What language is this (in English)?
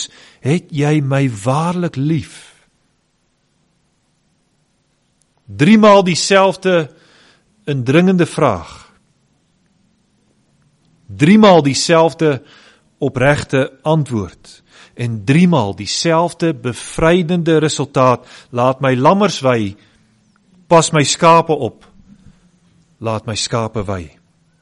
Afrikaans